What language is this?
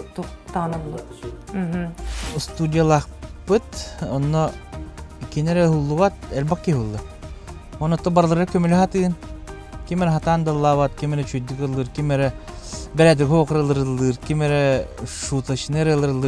Yakut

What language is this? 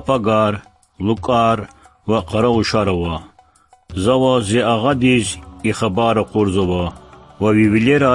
Lezghian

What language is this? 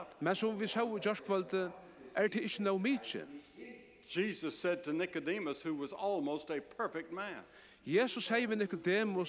Faroese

